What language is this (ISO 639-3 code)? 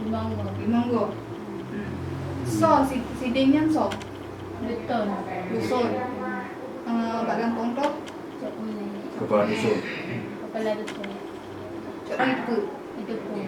ace